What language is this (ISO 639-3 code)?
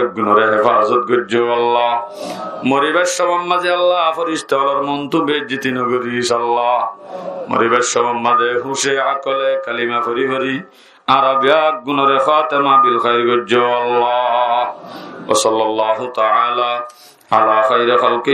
rhg